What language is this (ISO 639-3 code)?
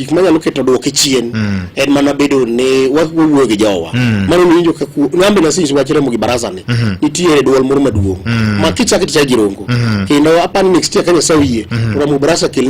luo